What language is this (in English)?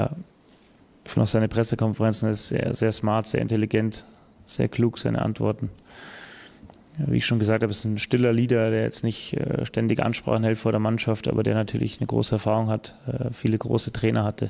German